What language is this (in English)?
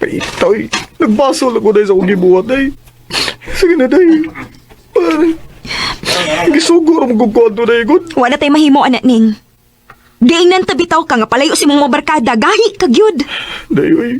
Cebuano